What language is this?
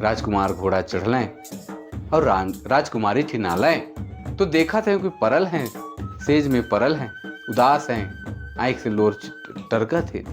Sadri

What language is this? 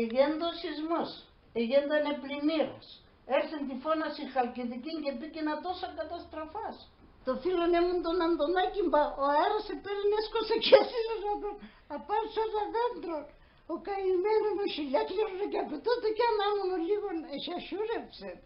Pontic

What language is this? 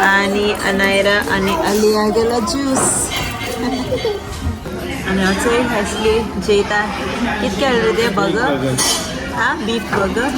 Konkani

